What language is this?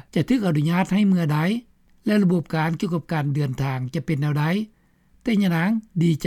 Lao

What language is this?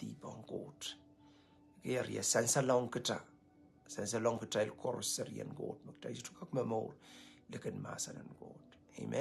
Pohnpeian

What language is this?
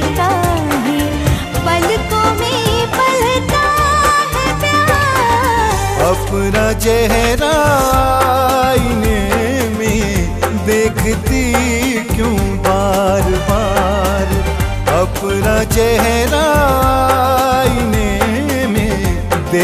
Bhojpuri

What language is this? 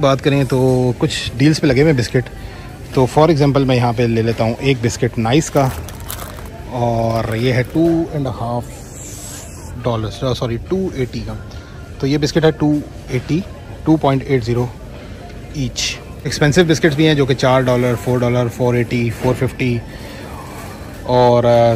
Hindi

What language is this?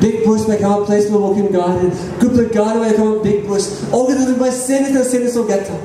Tok Pisin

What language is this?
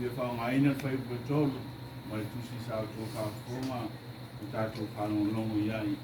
Samoan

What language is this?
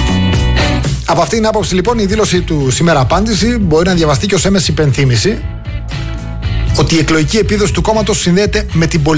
Greek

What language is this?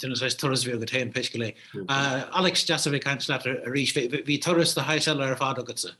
Irish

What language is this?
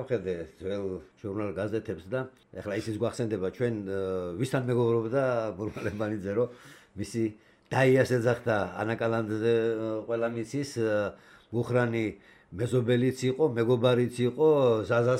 Georgian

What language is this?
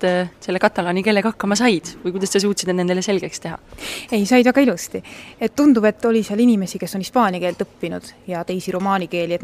Estonian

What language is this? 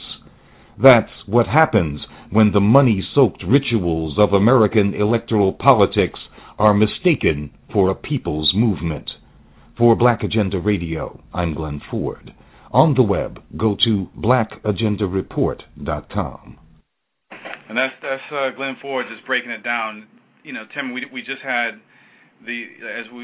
English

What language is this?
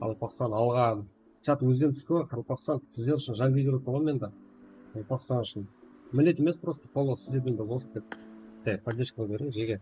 Kara-Kalpak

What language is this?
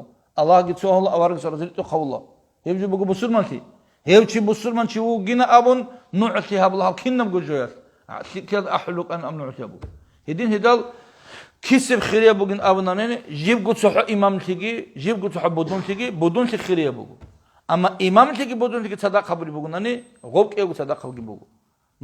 Avaric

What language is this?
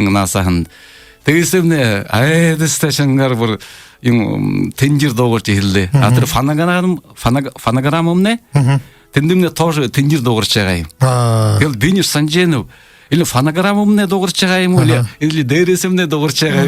Buriat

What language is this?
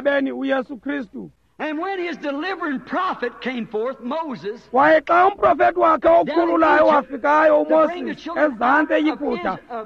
Xhosa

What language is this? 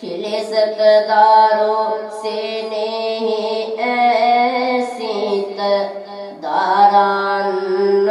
Sinhala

